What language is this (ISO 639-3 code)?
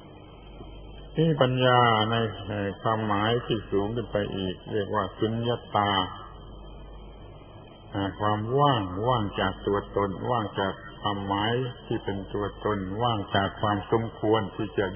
tha